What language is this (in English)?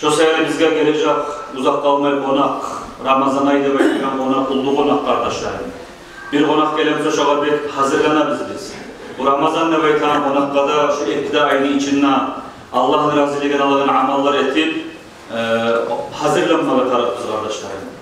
Kumyk